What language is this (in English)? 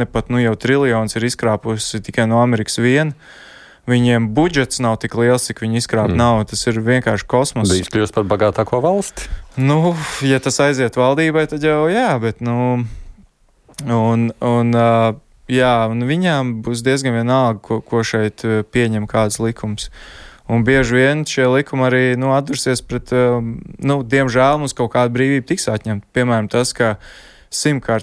Latvian